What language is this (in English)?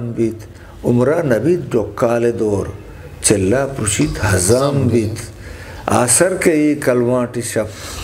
Eastern Balochi